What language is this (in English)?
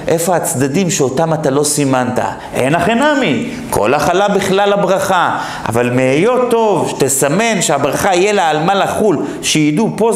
Hebrew